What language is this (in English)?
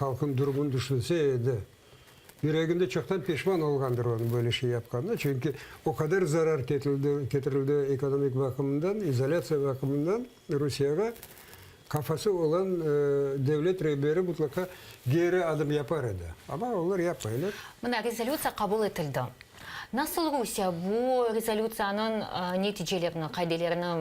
Crimean Tatar